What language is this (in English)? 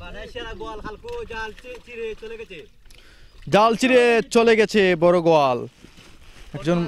Sylheti